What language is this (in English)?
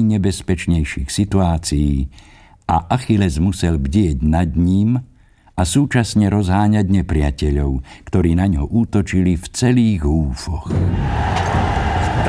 Slovak